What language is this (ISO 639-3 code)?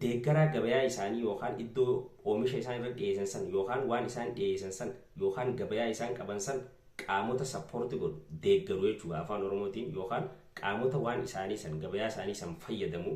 orm